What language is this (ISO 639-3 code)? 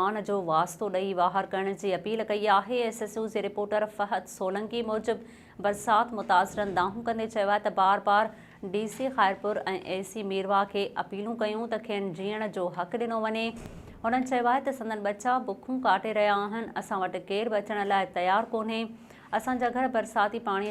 snd